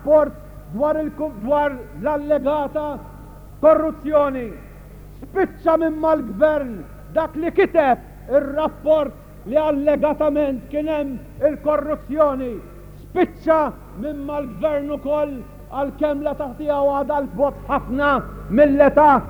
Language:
Maltese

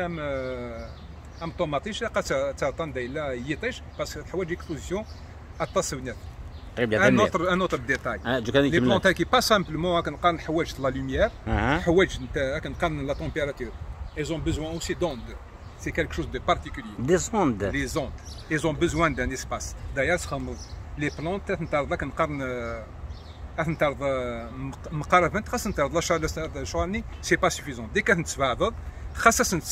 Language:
Kabyle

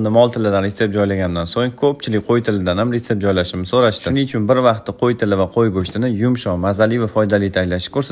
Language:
Uzbek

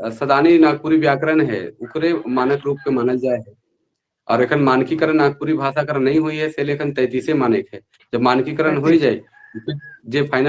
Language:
Sadri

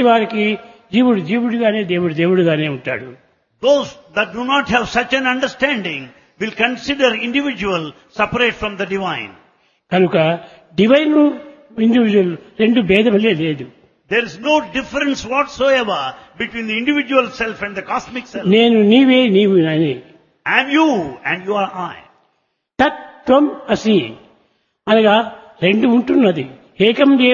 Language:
Telugu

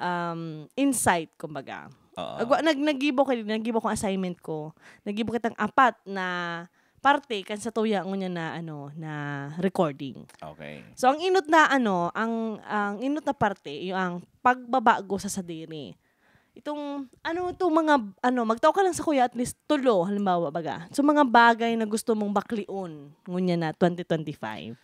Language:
Bikol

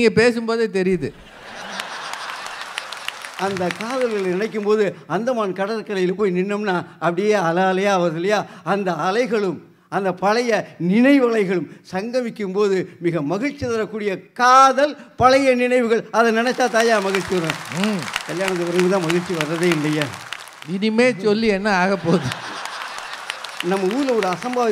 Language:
Tamil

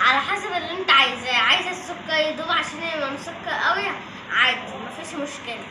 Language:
Egyptian Arabic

